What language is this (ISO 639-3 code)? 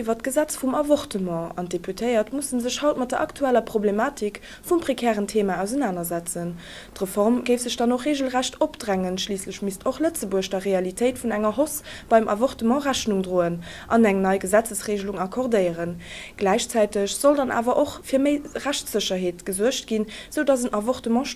ltz